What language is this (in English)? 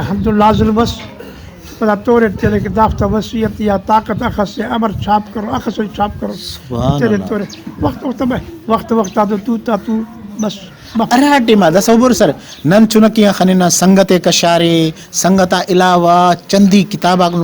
Brahui